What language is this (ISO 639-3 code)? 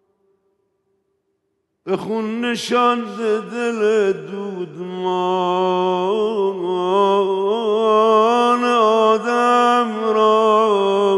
fas